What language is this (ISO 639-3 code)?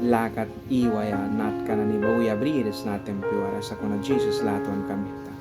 miq